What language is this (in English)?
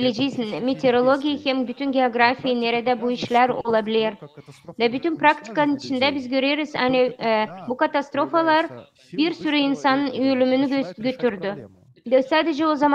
Gagauz